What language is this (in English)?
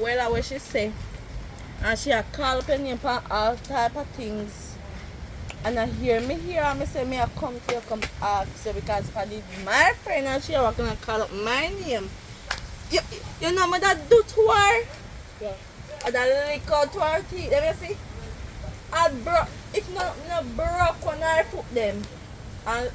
Jamaican Creole English